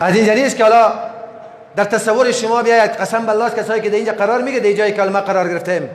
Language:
Persian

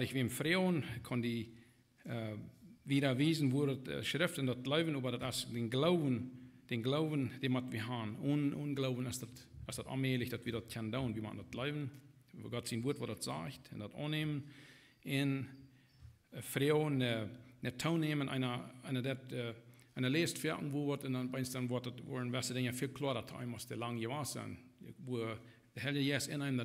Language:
Plautdietsch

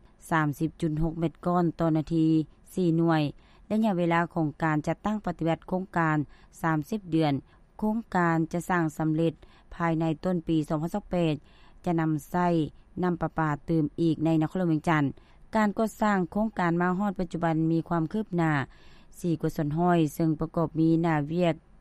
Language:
Lao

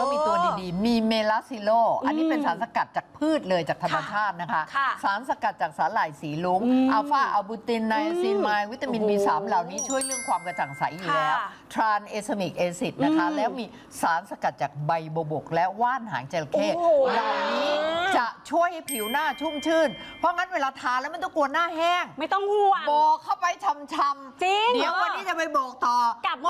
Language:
Thai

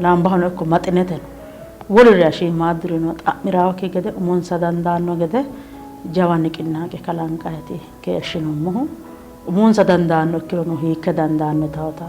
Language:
Sidamo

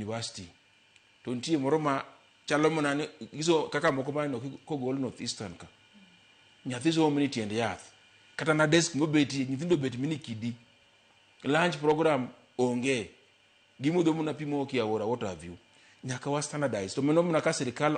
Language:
Luo (Kenya and Tanzania)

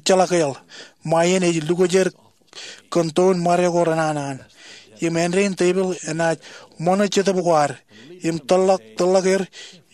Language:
Marshallese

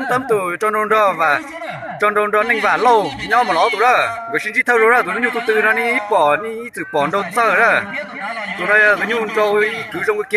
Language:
Hmong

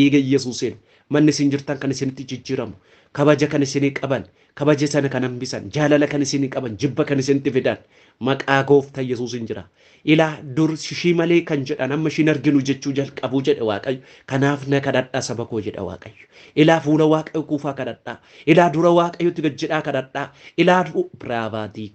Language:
Oromo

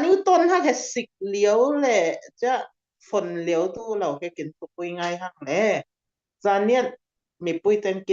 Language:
Falam Chin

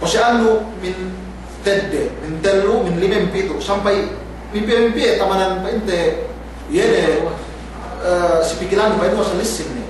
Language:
Yakan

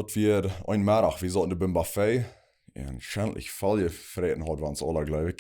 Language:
Plautdietsch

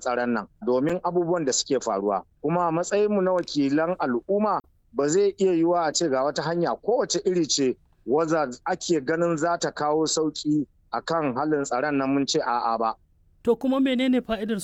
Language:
Hausa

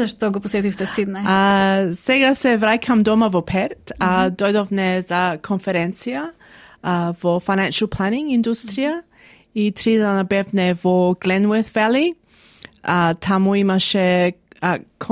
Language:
Macedonian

